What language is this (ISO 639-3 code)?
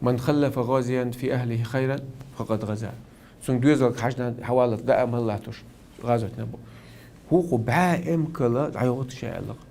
che